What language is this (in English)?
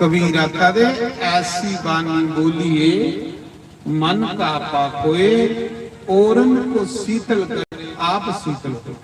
Dogri